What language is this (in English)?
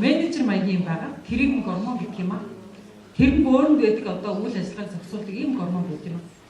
Mongolian